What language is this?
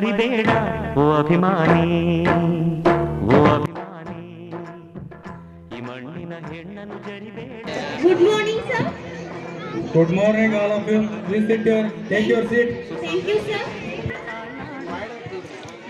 Kannada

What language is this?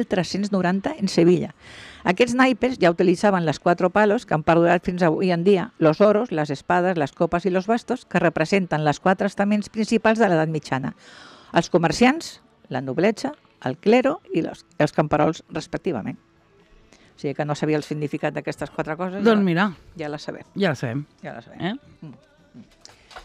Catalan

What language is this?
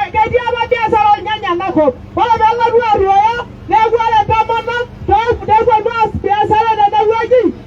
Masai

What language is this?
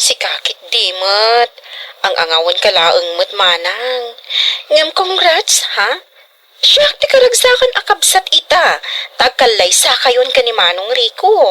Iloko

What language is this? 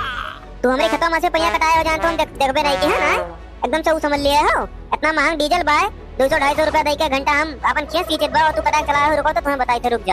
Awadhi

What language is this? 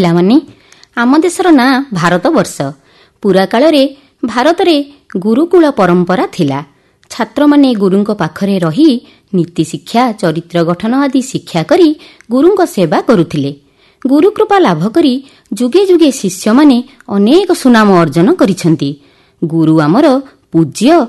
Odia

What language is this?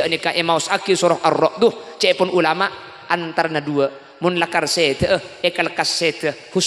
Madurese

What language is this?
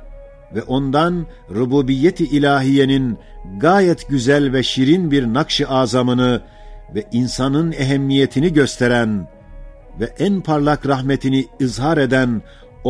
Ottoman Turkish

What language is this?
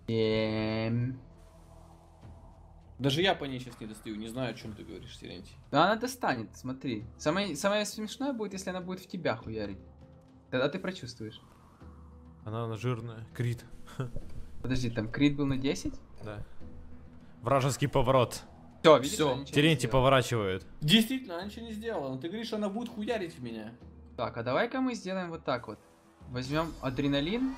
Russian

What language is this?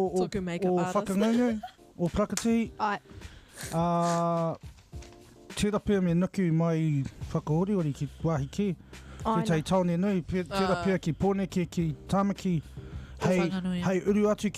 Māori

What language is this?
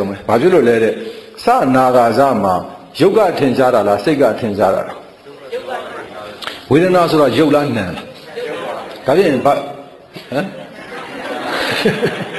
Burmese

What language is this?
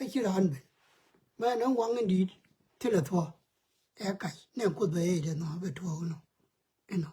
Nuer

